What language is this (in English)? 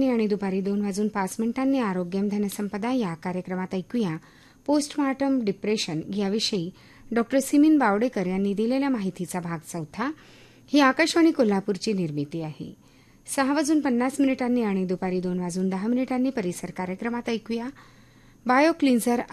Marathi